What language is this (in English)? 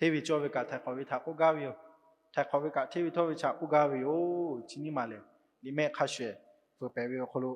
Lahu